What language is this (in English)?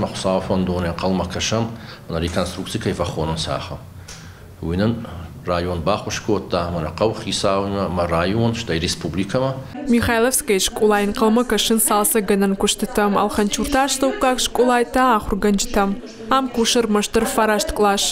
Ossetic